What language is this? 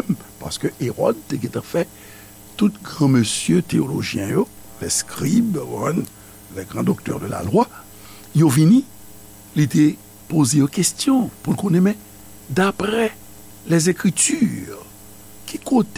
Haitian Creole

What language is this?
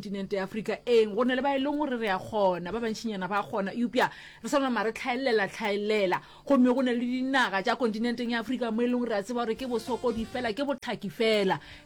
Northern Sotho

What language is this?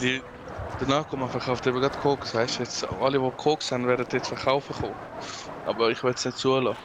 Swiss German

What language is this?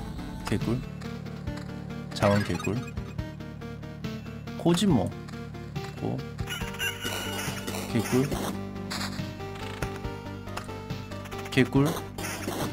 Korean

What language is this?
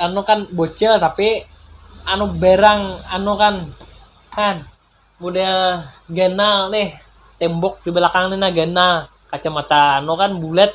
Banjar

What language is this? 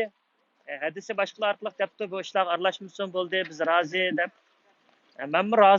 Uyghur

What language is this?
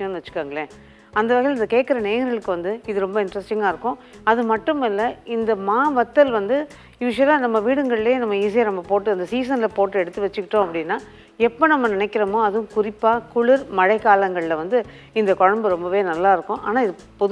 Tamil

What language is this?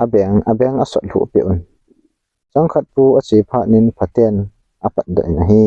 Thado Chin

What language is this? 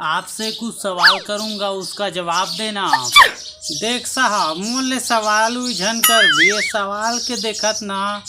Chhattisgarhi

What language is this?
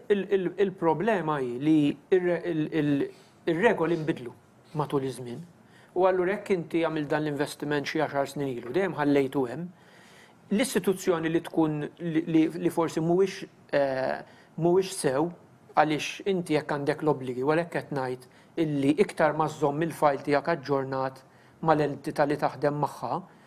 Maltese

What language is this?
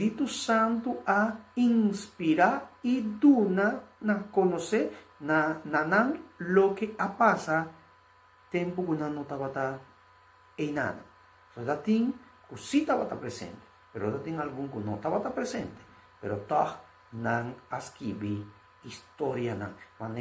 Papiamento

